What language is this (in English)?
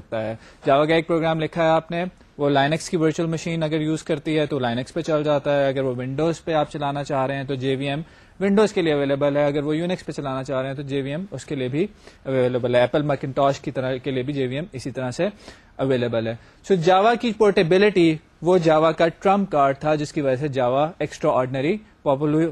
Urdu